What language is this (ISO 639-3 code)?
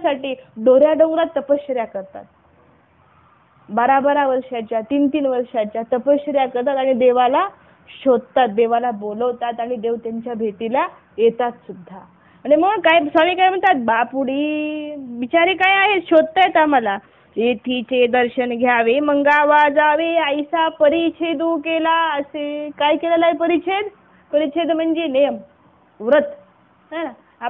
mar